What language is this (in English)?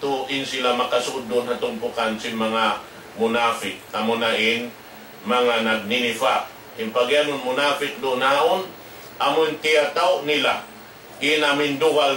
Tausug